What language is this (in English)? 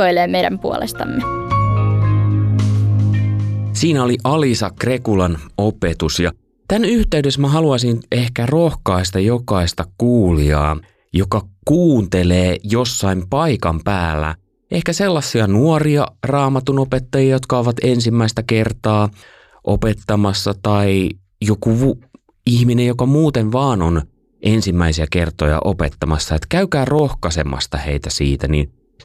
Finnish